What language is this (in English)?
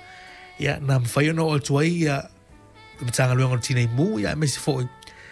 Samoan